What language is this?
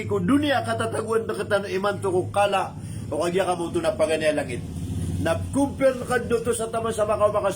Maranao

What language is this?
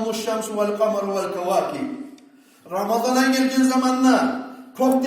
Kumyk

